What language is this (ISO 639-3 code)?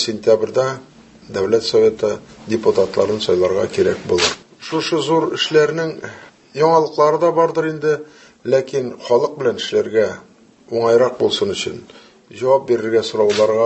tat